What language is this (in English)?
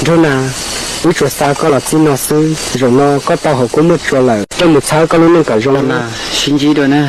Hmong